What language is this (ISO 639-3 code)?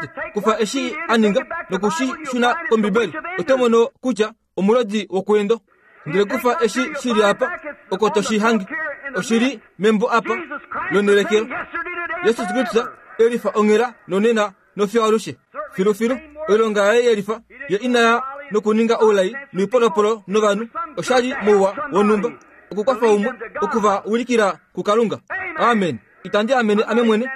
kua